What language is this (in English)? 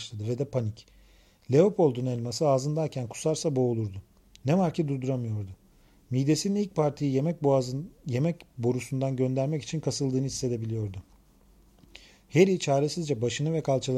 Turkish